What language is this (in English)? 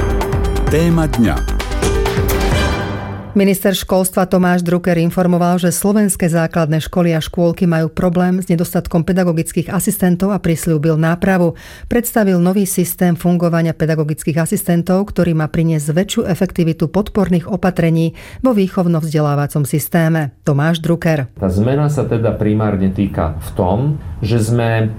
Slovak